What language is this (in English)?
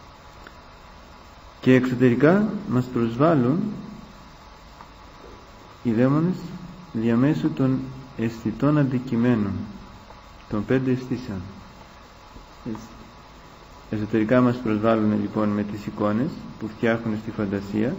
Greek